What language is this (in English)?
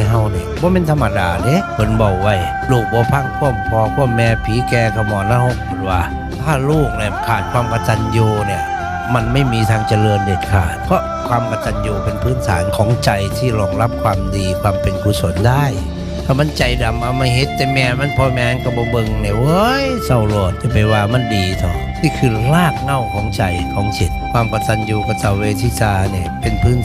Northeastern Thai